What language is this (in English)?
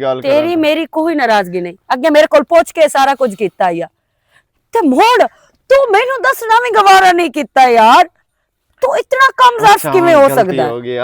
Western Panjabi